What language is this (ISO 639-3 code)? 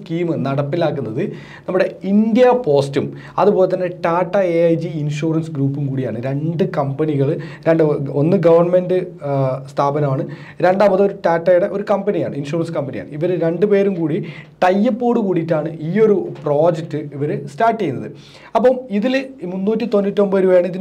mal